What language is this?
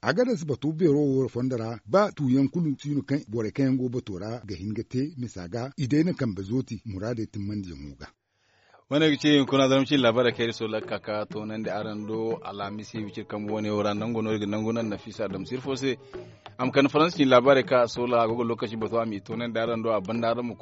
Zarma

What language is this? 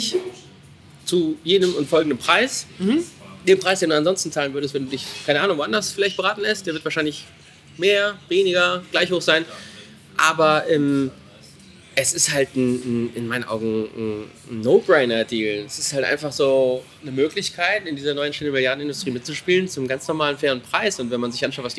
German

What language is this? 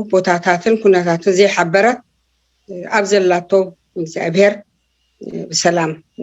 Tigrinya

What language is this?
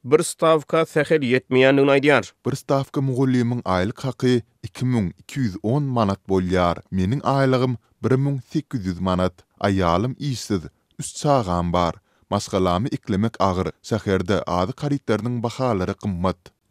Turkmen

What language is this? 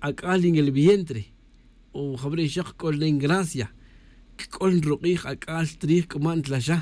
Tz'utujil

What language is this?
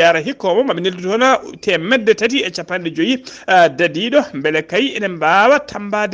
Fula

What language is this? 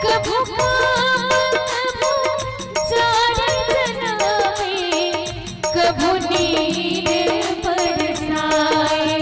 Chhattisgarhi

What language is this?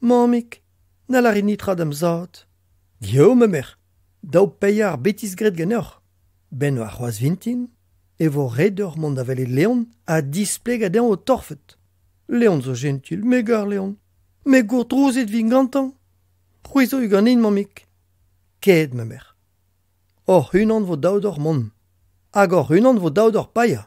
Breton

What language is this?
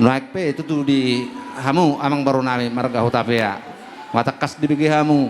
Batak Toba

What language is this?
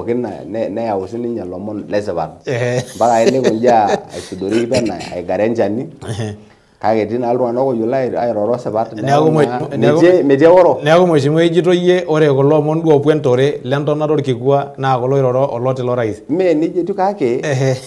Masai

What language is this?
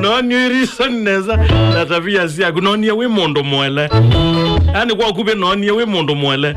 Kamba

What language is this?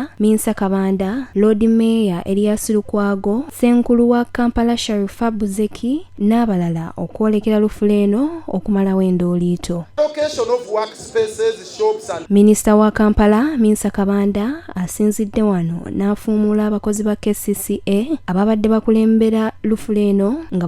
Ganda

